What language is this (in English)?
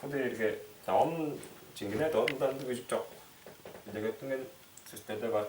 Tuvinian